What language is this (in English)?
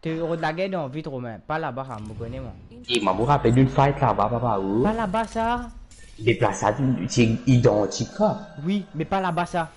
Morisyen